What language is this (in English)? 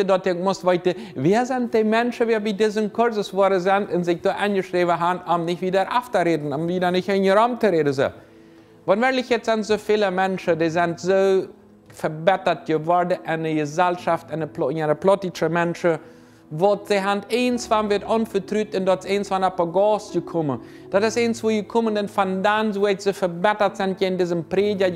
Plautdietsch